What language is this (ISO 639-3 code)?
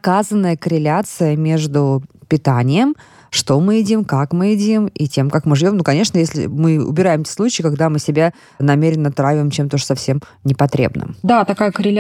rus